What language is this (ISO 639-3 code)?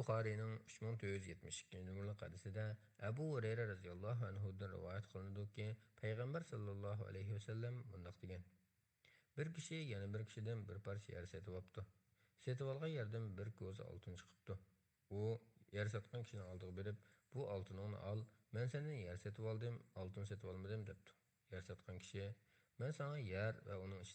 uig